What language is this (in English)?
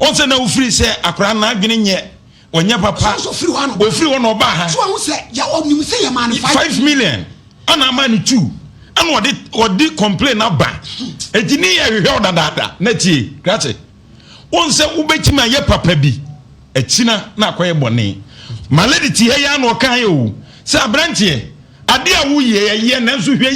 Akan